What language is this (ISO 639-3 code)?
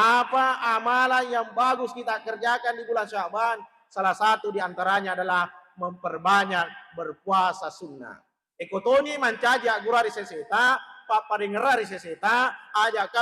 bug